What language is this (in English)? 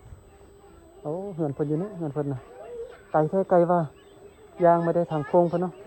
Lao